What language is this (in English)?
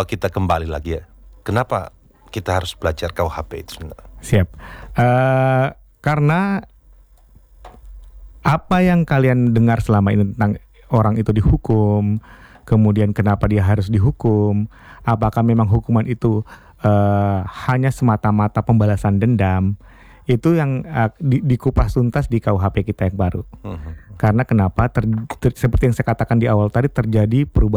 Indonesian